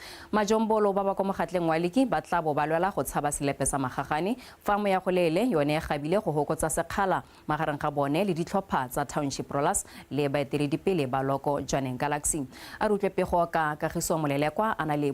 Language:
Tswana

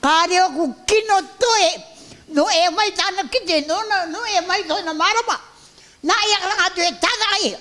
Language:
Rarotongan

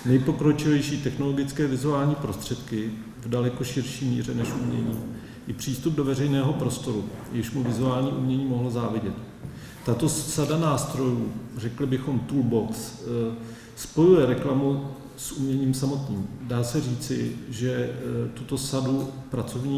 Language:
Czech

